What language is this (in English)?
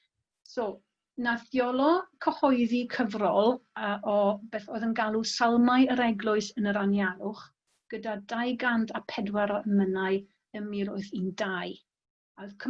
Welsh